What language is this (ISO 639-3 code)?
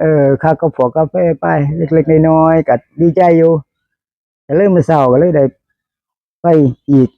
tts